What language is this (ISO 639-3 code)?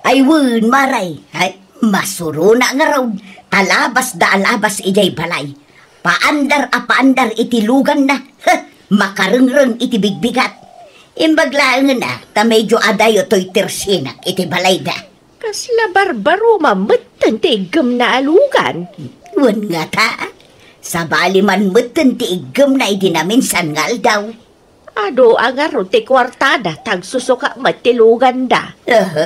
ilo